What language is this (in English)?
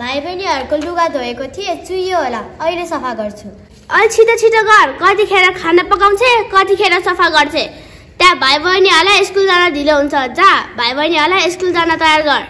Nepali